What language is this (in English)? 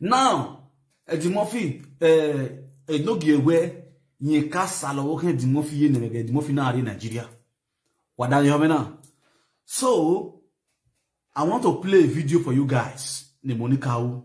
Nigerian Pidgin